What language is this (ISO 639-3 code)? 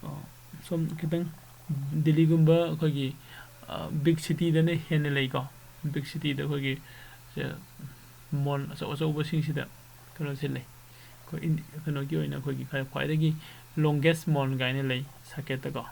mni